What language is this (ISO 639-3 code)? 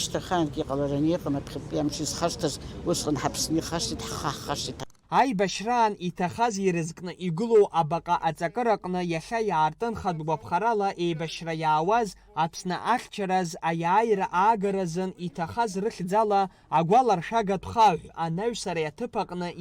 abk